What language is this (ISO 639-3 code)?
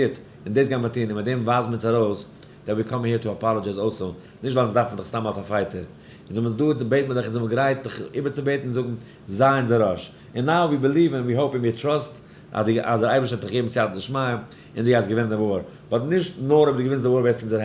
yid